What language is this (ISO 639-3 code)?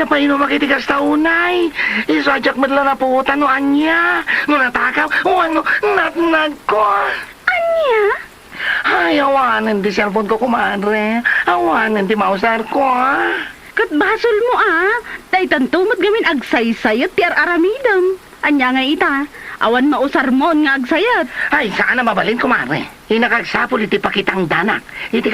ilo